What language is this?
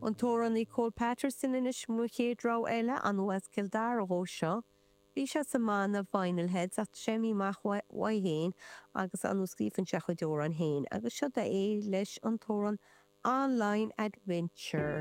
Irish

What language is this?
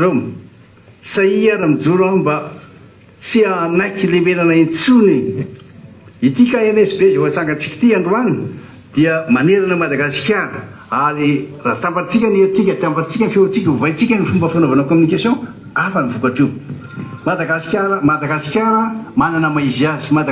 Malagasy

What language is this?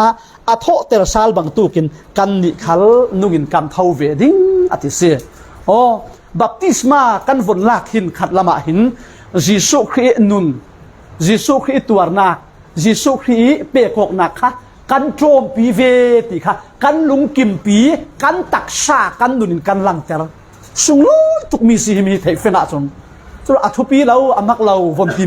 Falam Chin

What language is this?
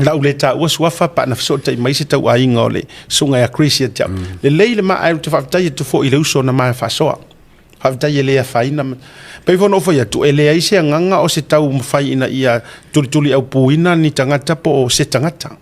Samoan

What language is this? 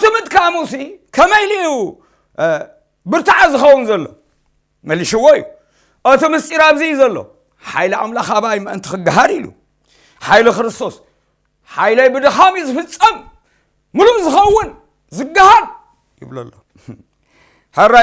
Tigrinya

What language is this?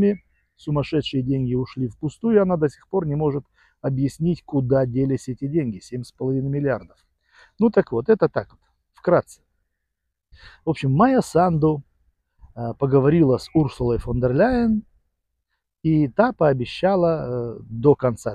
Russian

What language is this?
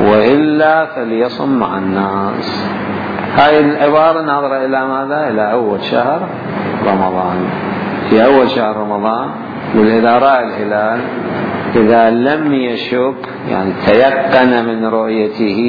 Mesopotamian Arabic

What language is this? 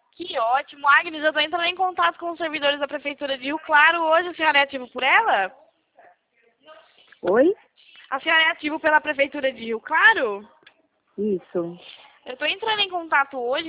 Portuguese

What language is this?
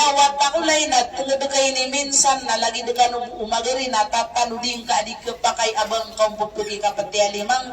Maranao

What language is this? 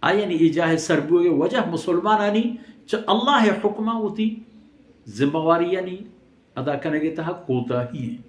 Baluchi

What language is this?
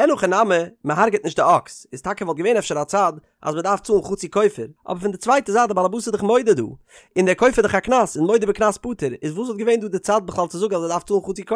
Yiddish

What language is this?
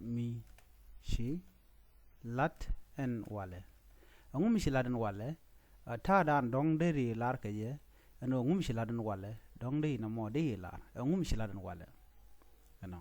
Nuer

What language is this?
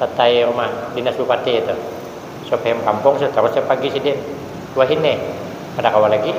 Banjar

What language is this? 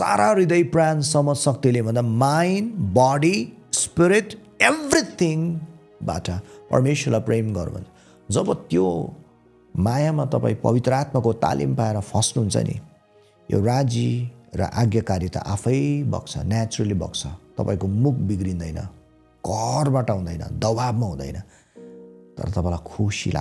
Nepali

